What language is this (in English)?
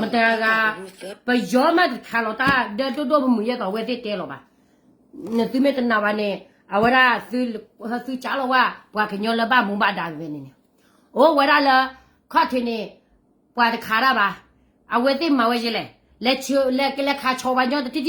S'gaw Karen